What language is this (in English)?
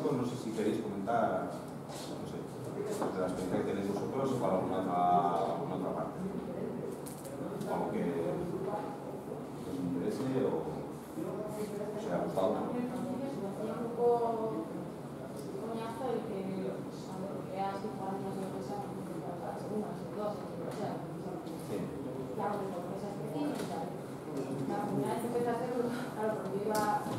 Spanish